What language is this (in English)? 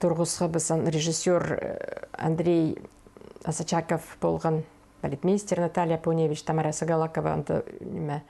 Khakas